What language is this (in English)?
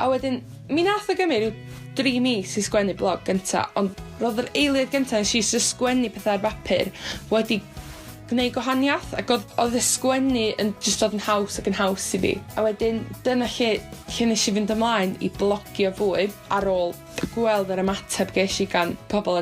Welsh